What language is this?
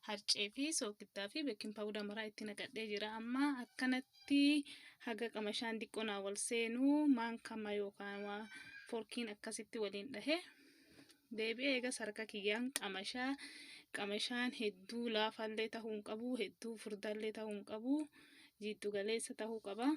Oromo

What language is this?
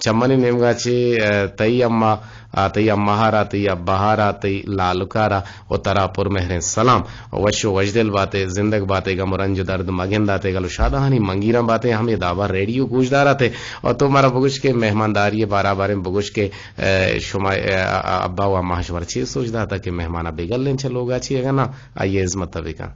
Eastern Balochi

